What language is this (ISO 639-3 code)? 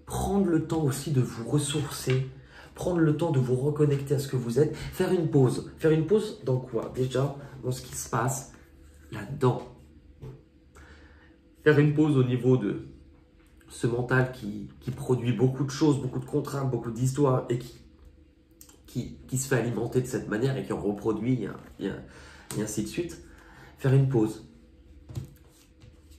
fra